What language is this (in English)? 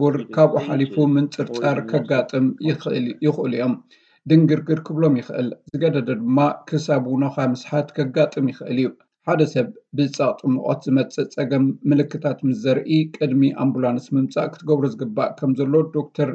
Tigrinya